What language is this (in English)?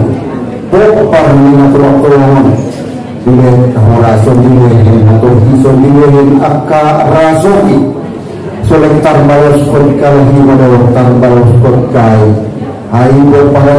Batak Angkola